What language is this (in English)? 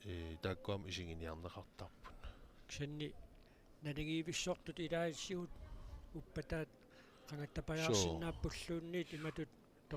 Kalaallisut